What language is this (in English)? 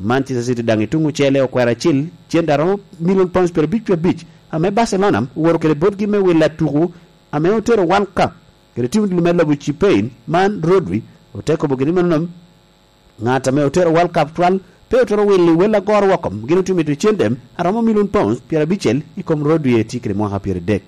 Lango (Uganda)